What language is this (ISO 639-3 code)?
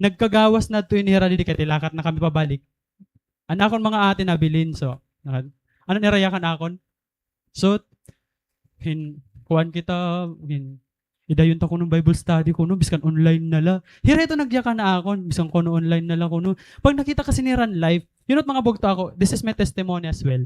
war